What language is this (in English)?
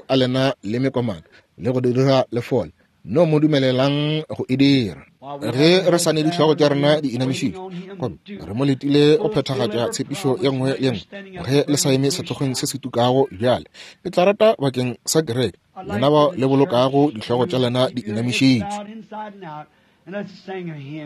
Northern Sotho